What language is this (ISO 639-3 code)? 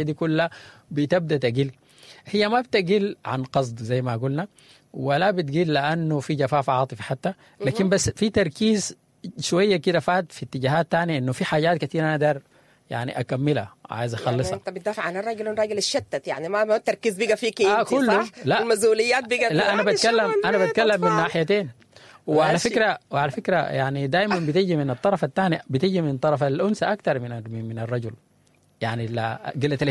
apd